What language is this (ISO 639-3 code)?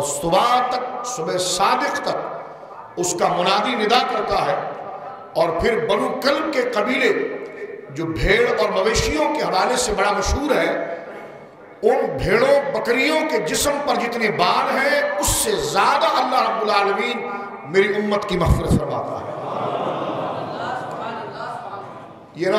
urd